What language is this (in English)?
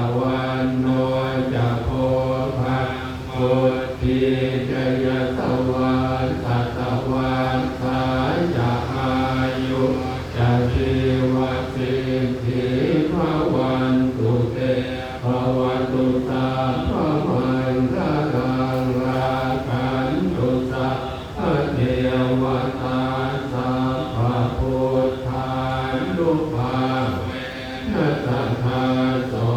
Pali